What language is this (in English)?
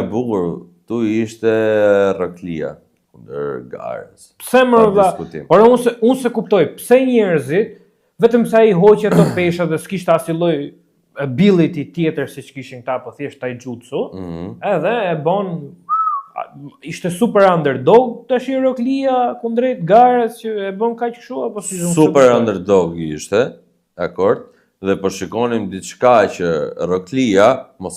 Albanian